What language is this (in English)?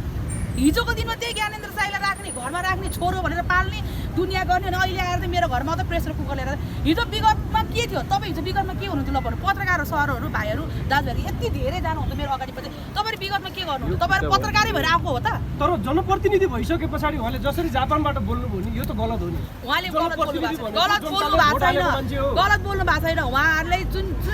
Nepali